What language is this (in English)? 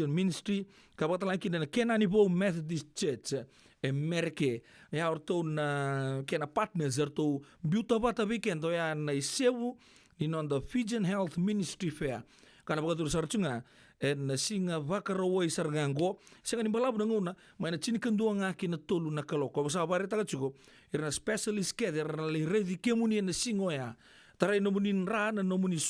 Fijian